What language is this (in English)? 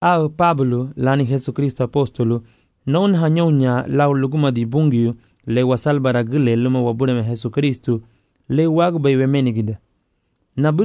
Garifuna